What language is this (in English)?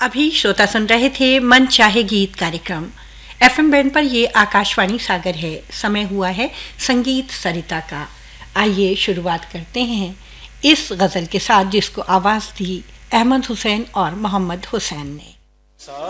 Hindi